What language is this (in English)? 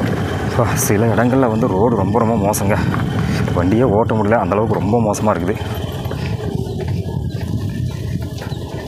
Tamil